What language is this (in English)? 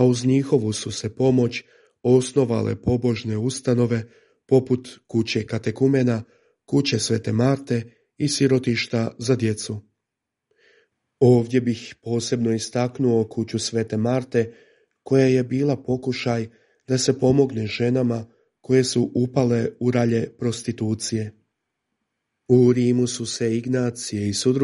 Croatian